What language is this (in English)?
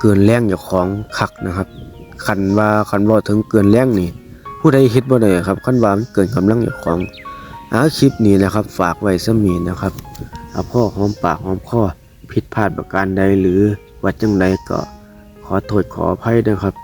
Northeastern Thai